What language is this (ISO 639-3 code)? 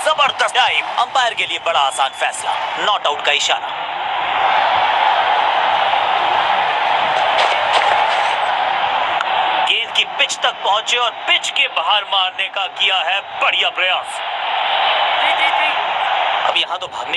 hin